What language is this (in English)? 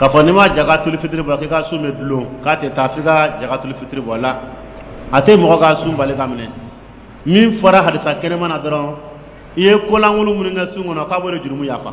Dyula